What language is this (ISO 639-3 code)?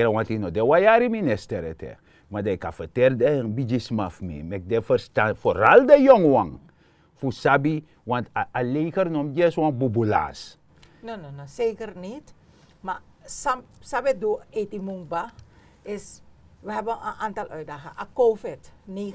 srn